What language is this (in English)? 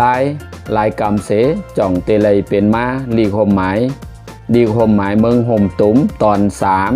Shan